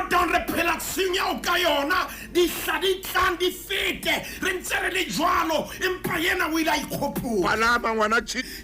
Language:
Southern Sotho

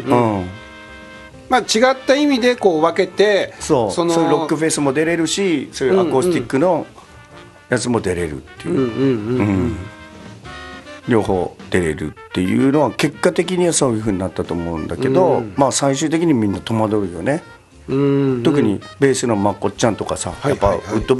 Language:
Japanese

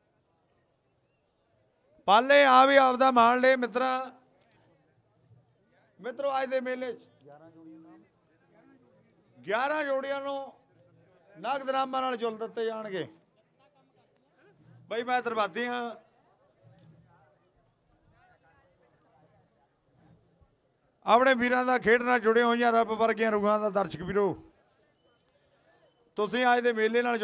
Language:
Punjabi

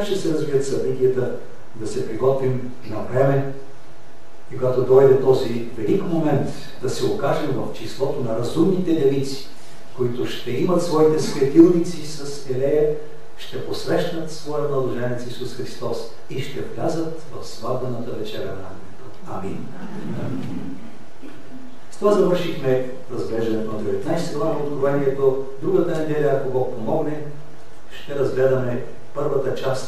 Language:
Bulgarian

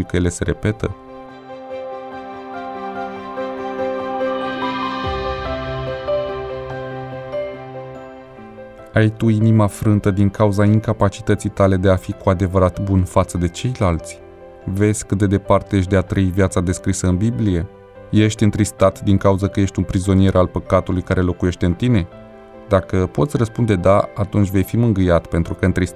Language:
Romanian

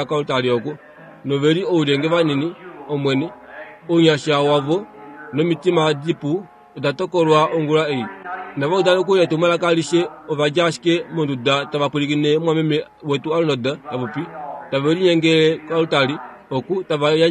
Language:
Kuanyama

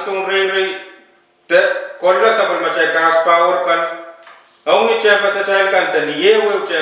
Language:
Pohnpeian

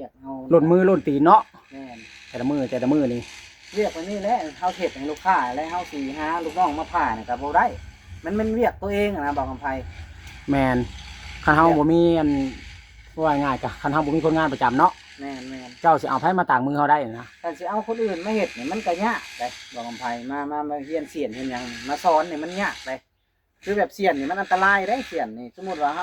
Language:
Lao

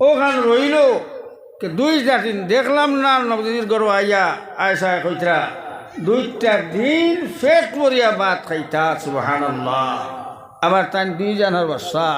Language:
Sylheti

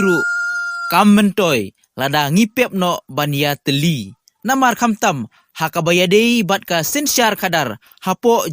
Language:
Khasi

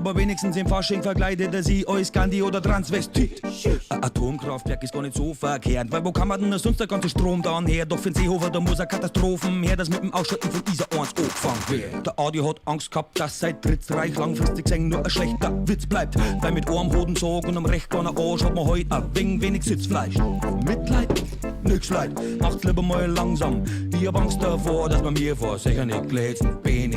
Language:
Bavarian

